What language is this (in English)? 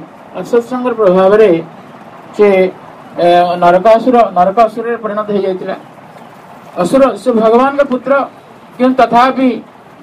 Odia